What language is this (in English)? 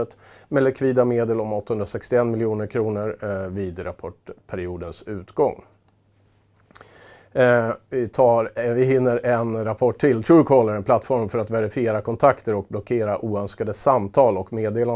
Swedish